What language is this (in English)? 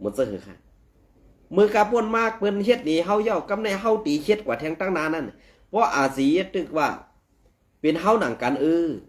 Shan